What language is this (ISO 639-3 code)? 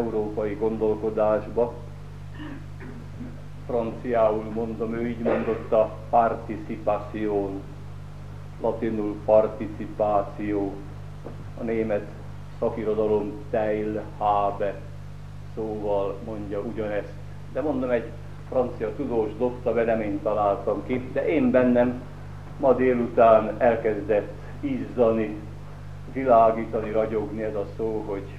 hun